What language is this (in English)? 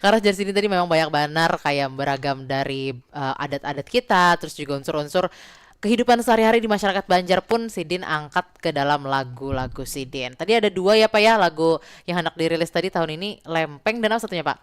Banjar